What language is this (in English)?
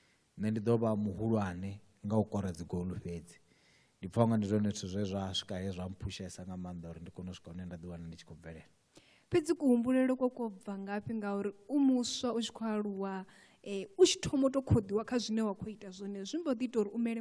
Venda